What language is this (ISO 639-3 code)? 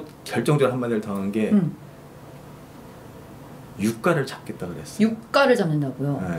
kor